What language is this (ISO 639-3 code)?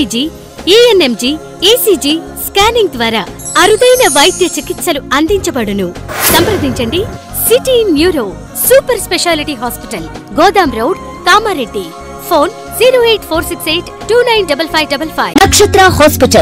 tel